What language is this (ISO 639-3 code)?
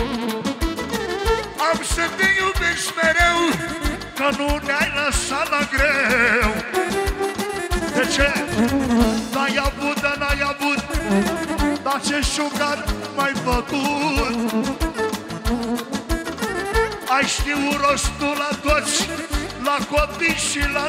ron